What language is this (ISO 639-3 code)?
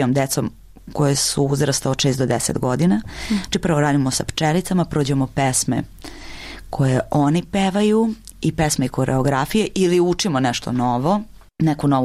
srp